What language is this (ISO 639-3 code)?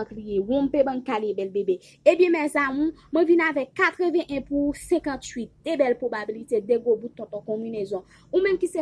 hat